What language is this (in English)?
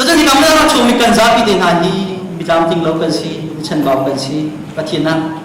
Hakha Chin